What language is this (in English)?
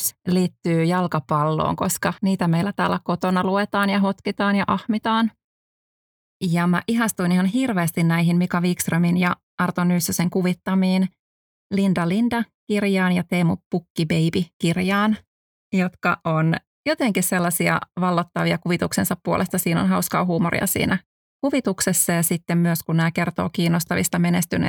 Finnish